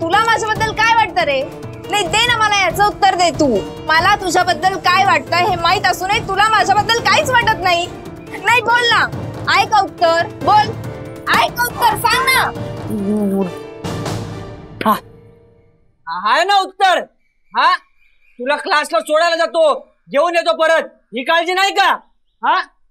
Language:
Marathi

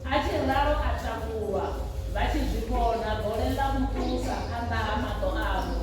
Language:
Venda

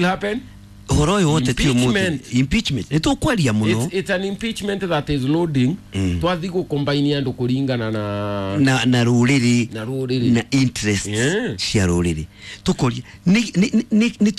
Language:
Kikuyu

